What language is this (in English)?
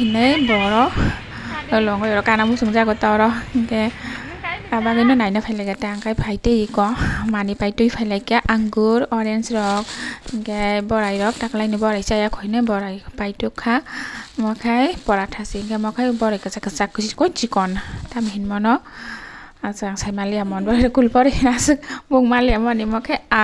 Kok Borok